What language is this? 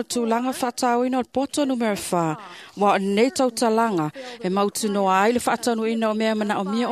Samoan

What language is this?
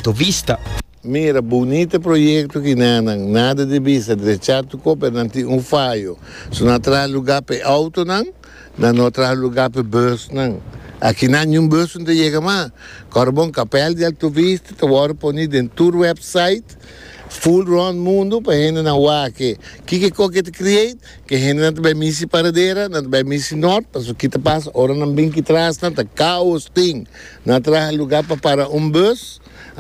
Papiamento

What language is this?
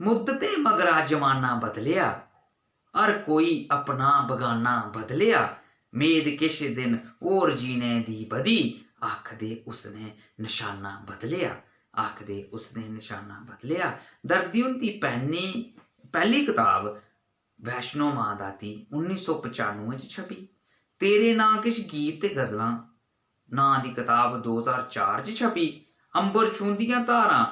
Dogri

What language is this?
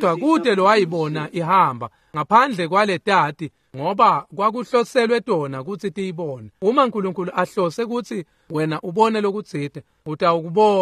Swati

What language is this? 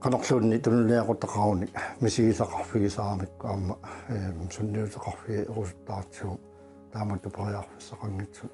Kalaallisut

